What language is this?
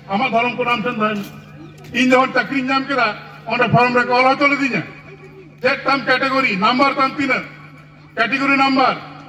Santali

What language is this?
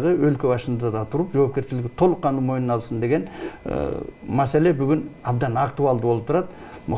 Kyrgyz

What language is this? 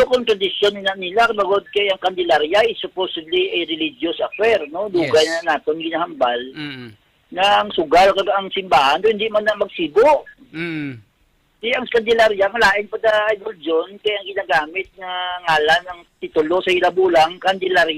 Hiligaynon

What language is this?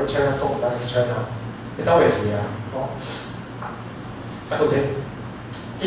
Min Nan Chinese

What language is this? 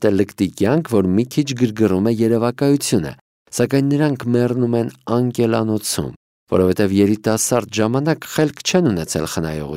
Armenian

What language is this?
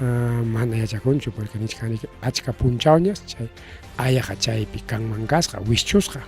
Ayacucho Quechua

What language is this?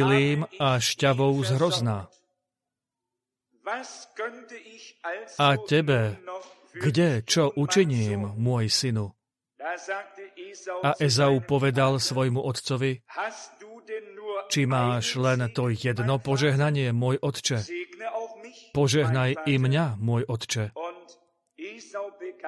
Slovak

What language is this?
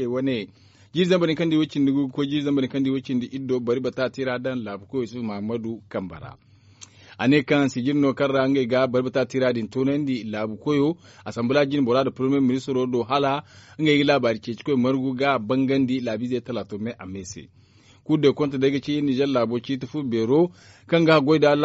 Zarma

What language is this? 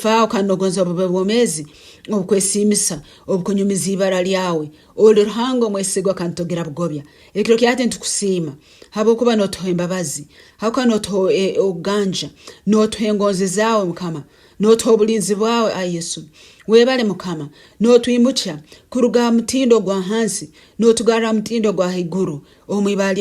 Nyankole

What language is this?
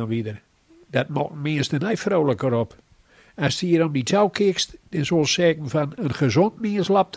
Gronings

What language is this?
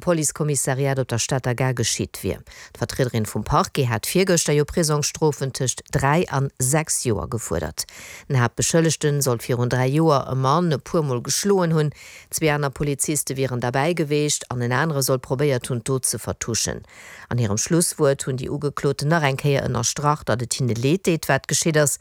Luxembourgish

